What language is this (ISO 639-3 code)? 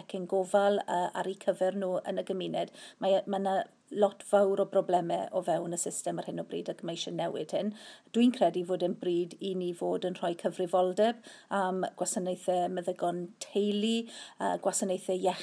cym